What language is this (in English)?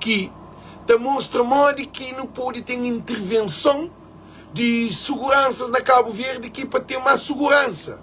Kabuverdianu